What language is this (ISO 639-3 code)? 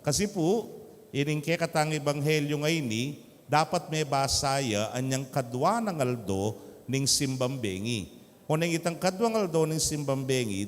pam